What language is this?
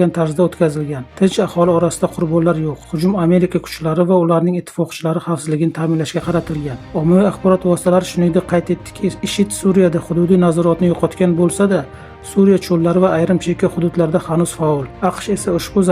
Uzbek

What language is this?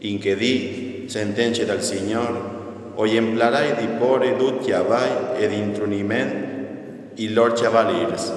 Friulian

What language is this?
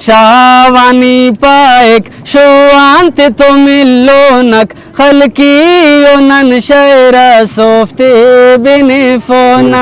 Brahui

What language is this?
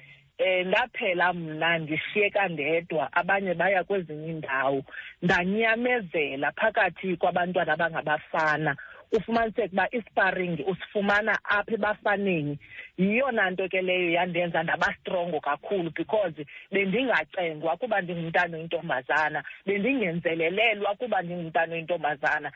Xhosa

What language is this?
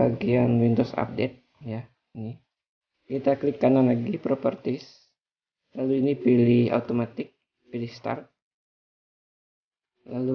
Indonesian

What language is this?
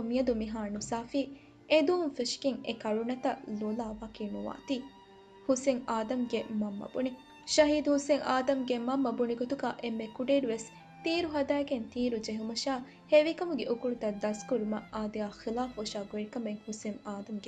Divehi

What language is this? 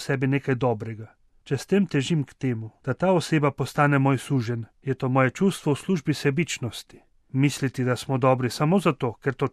Slovenian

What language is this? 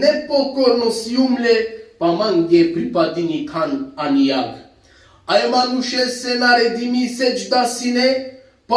Balkan Romani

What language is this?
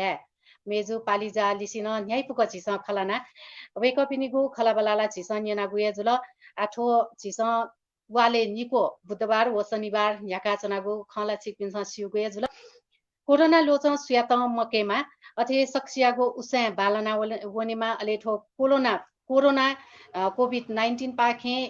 Newari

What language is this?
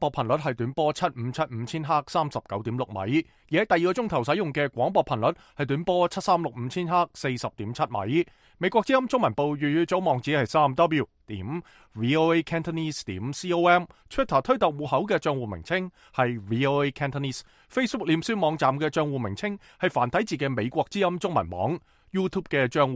Cantonese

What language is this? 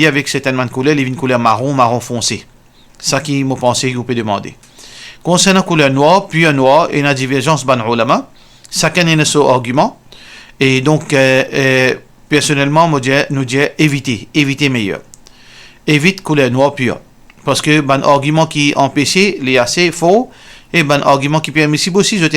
Morisyen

